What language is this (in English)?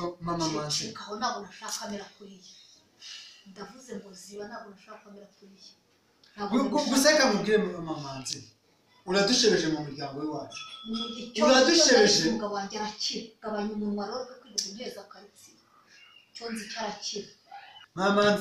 Kinyarwanda